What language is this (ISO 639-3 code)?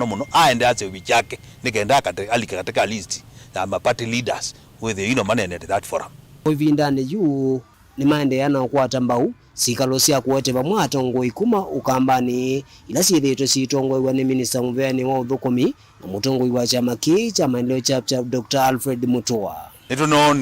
kam